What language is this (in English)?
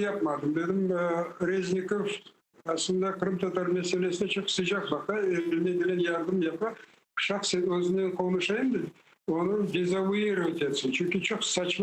Crimean Tatar